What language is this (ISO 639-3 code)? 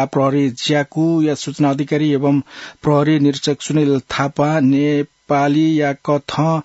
new